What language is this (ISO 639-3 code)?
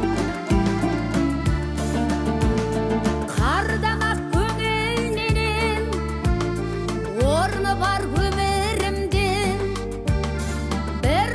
kaz